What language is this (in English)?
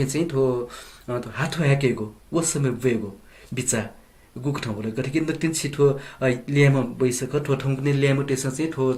Newari